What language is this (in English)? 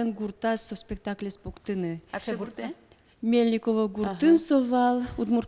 Udmurt